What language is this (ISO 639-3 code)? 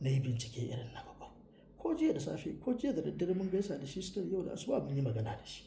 hau